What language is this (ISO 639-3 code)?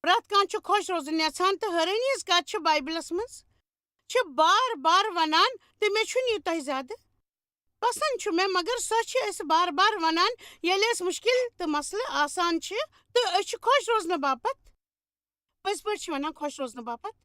kas